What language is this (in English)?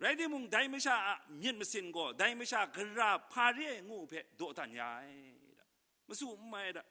Kachin